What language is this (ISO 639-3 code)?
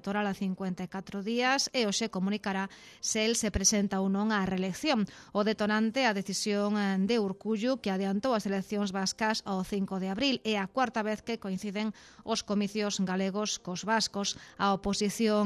glg